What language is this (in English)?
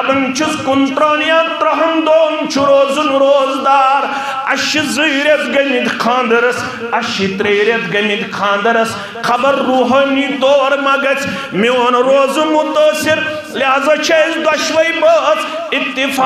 Kashmiri